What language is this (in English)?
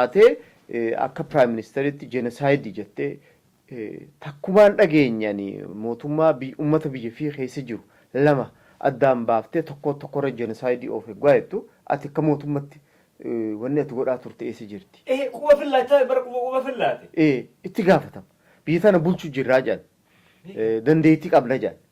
Oromo